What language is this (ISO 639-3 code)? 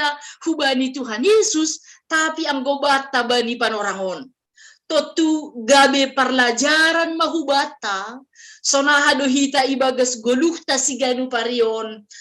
bts